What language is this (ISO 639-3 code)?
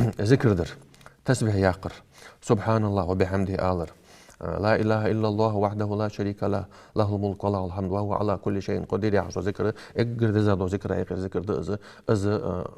inh